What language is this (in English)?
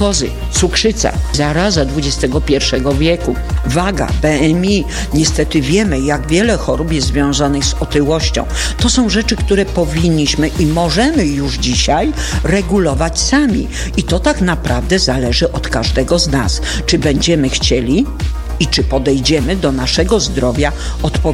Polish